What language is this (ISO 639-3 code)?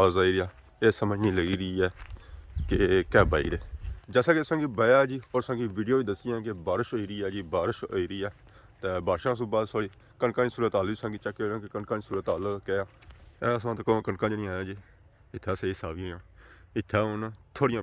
phr